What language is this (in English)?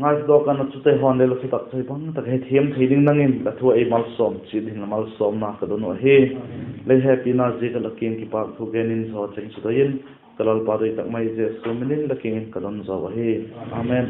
Vaiphei